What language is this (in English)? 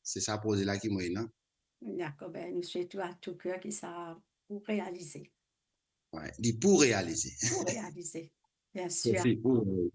Morisyen